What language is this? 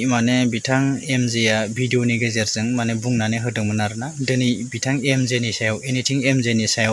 Bodo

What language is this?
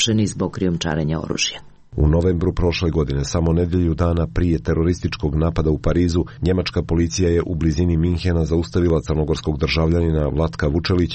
Serbian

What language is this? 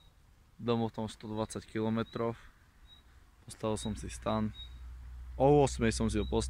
Slovak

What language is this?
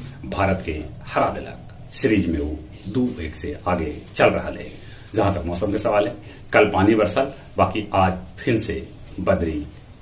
Magahi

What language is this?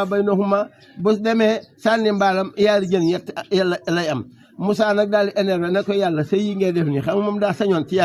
Wolof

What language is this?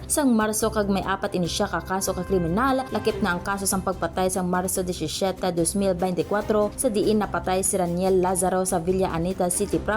Hiligaynon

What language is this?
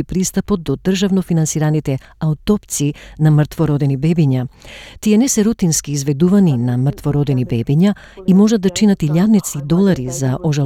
Macedonian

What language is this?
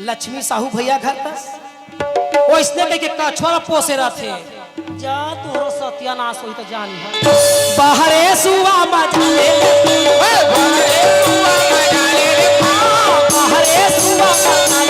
Chhattisgarhi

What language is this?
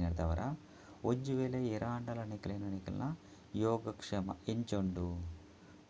Tulu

